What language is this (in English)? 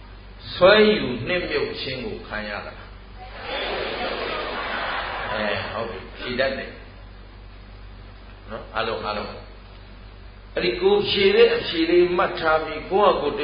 Burmese